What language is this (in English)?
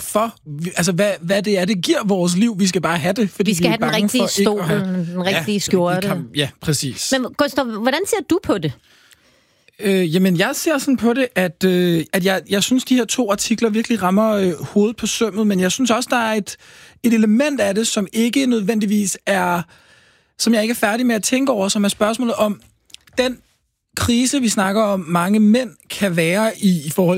Danish